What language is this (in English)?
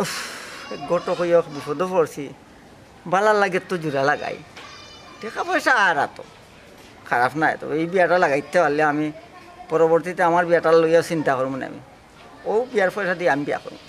Sylheti